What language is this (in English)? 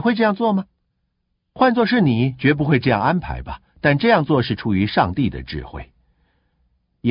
Chinese